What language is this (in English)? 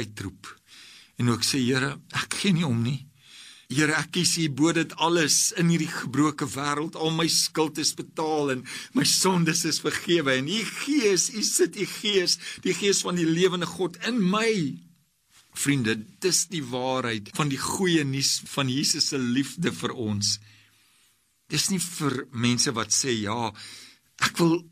Afrikaans